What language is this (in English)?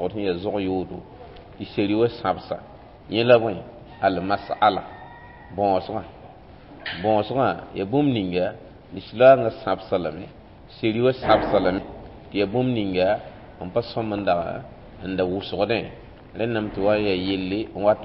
Mossi